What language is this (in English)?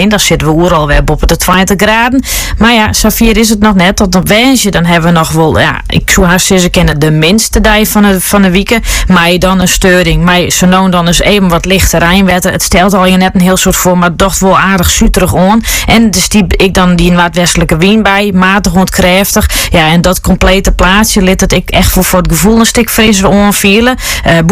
Dutch